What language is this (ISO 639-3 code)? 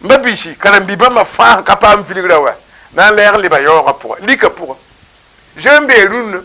mos